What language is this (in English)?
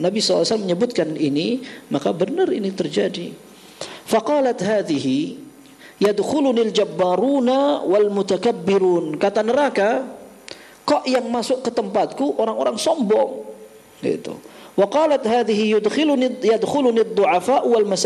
Indonesian